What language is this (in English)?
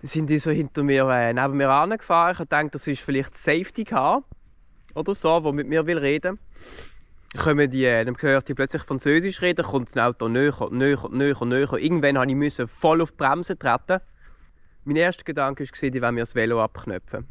Swiss German